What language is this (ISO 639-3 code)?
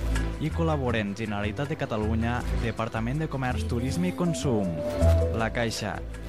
cat